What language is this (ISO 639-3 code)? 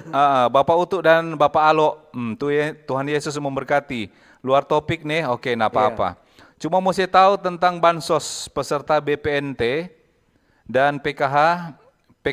xmm